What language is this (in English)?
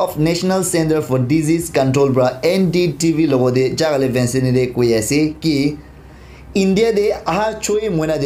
Naga Pidgin